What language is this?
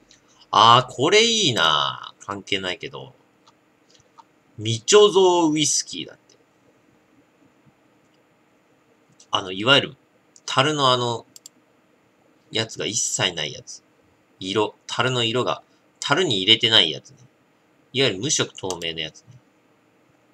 Japanese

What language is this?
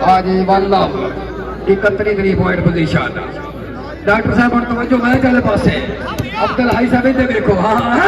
Saraiki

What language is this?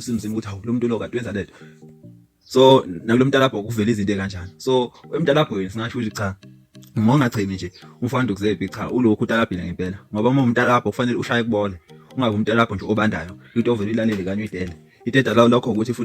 Zulu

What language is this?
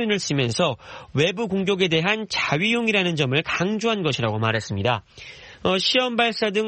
Korean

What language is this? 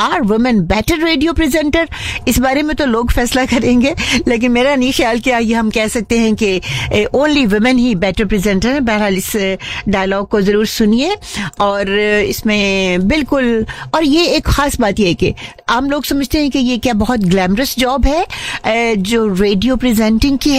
Hindi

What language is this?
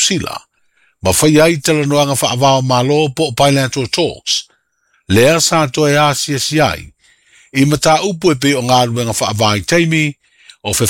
Samoan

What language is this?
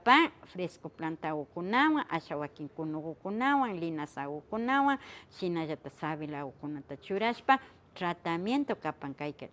Imbabura Highland Quichua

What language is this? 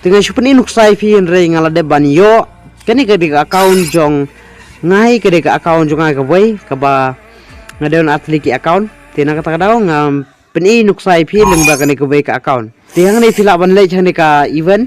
Khasi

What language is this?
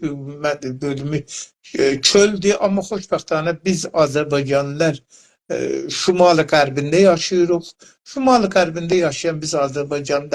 South Azerbaijani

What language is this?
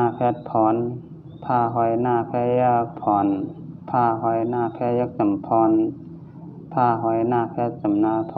Shan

